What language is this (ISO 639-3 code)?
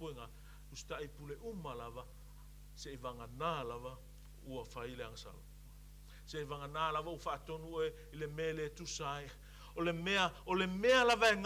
smo